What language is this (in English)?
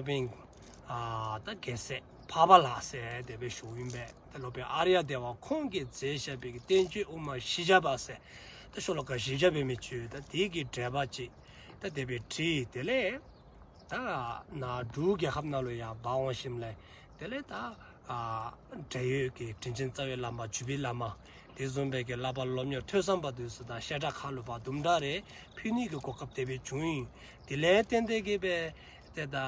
Dzongkha